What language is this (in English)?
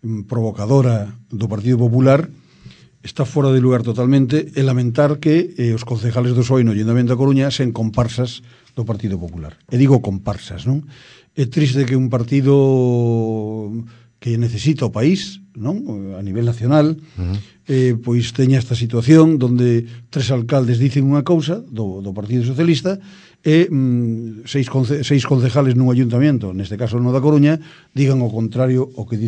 Galician